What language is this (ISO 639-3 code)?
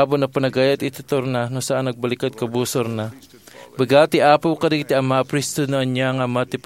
ilo